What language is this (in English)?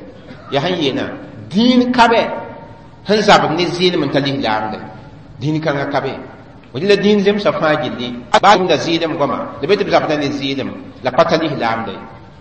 Mossi